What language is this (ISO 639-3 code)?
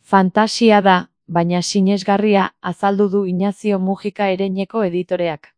eus